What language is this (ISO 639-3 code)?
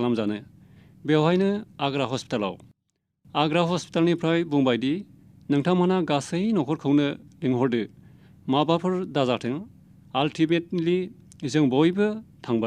brx